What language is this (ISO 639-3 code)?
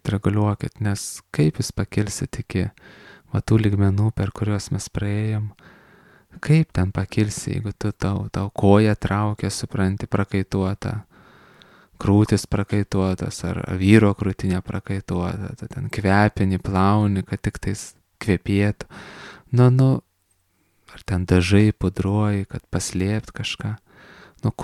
lit